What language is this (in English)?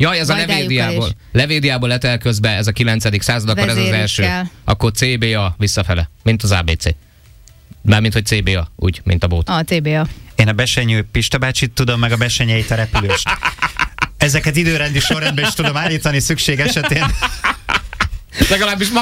Hungarian